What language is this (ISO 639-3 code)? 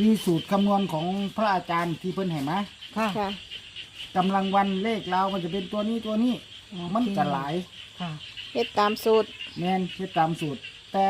tts